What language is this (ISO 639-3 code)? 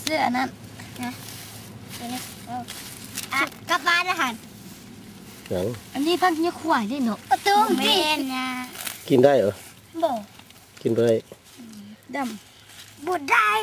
lao